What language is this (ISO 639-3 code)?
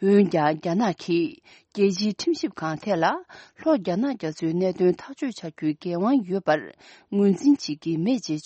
bod